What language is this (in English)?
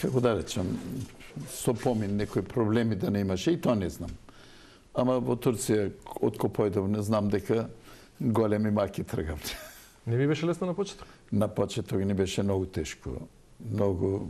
Macedonian